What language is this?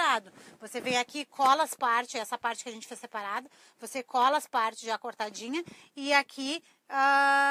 Portuguese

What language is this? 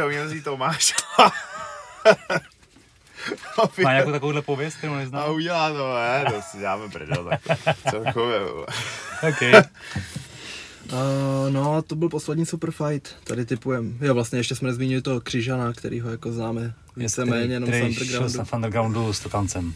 Czech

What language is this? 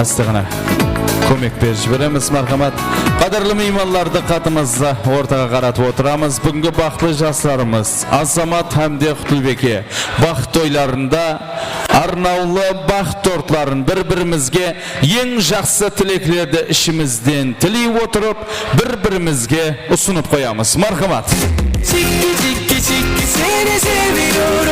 Kara-Kalpak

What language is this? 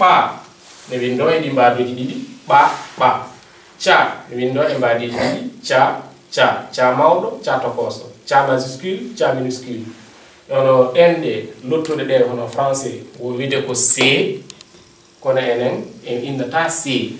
Fula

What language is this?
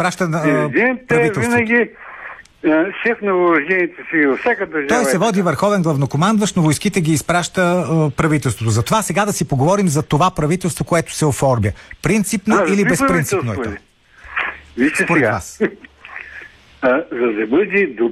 Bulgarian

